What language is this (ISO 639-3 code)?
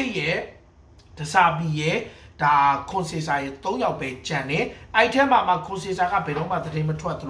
mya